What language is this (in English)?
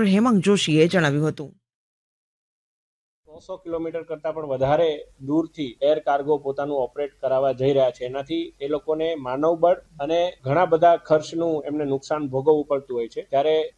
Gujarati